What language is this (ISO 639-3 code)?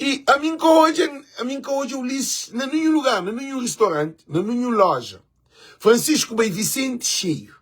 kea